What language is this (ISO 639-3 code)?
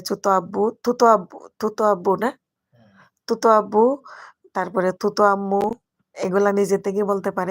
syl